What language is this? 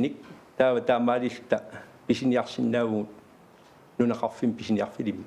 Kalaallisut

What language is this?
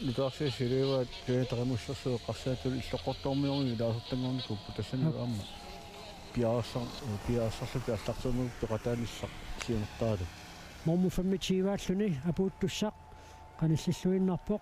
Kalaallisut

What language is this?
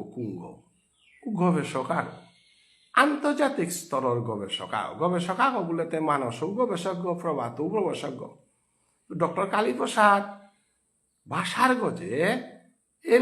Bishnupriya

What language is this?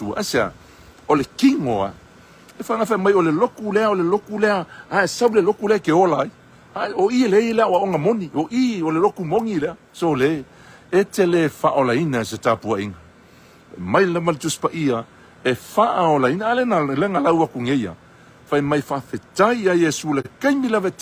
Samoan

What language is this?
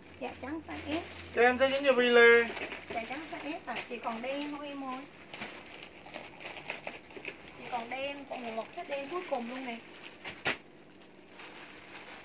Vietnamese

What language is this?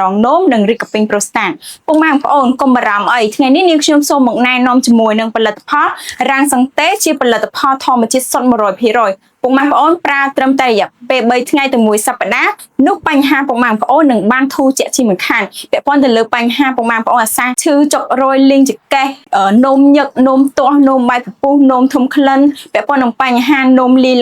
Khmer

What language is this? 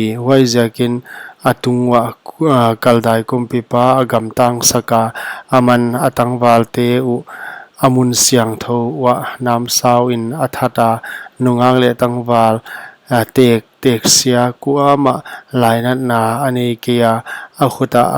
Paite Chin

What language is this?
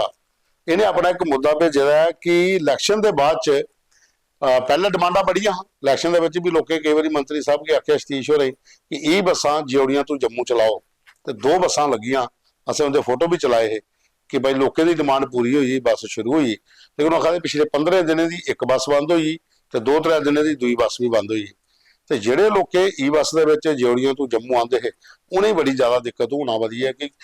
Dogri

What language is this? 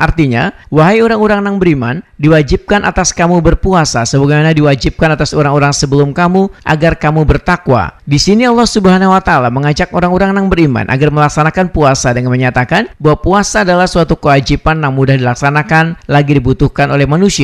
Banjar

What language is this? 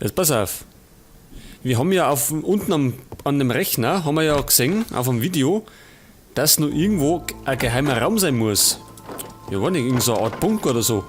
Bavarian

